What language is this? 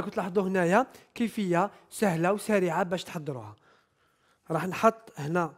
Algerian Arabic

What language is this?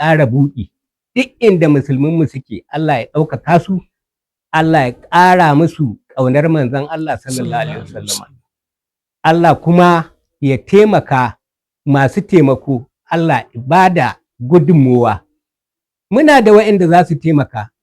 Hausa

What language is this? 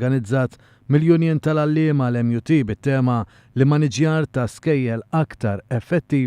Maltese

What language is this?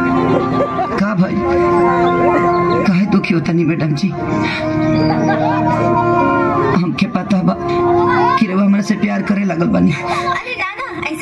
Bhojpuri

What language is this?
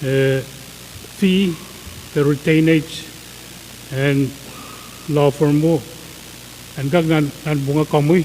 Pohnpeian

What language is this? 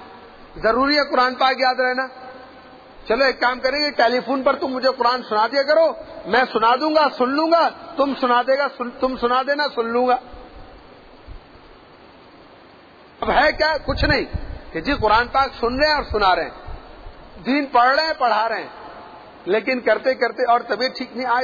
Urdu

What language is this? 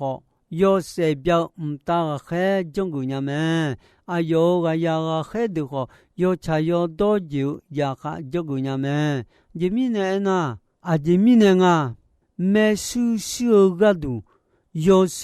Akha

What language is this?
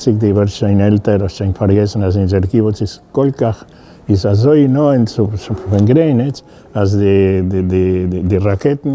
Yiddish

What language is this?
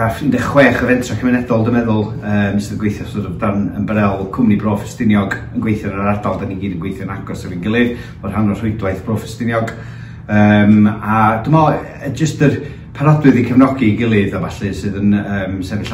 Welsh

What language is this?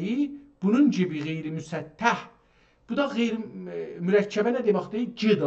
South Azerbaijani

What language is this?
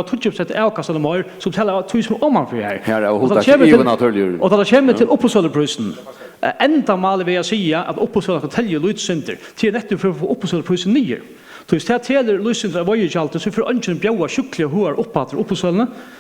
Faroese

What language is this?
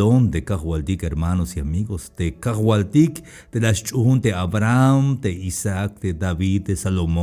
Tzeltal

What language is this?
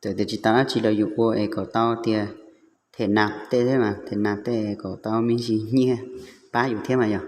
Hmong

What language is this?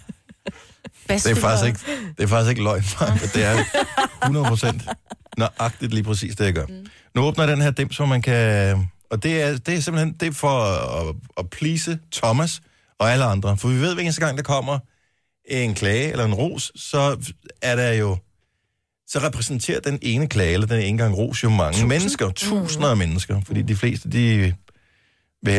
Danish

